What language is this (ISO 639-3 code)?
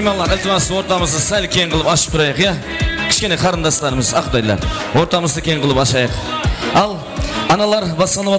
kaa